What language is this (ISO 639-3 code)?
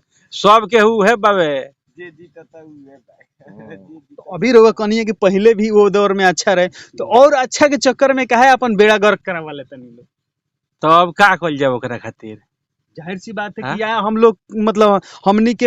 bho